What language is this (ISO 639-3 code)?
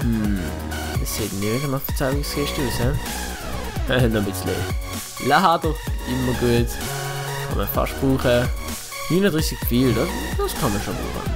gsw